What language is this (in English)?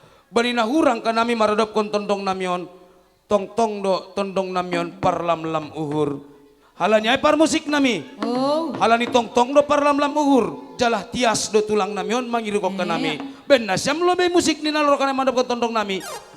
Batak Toba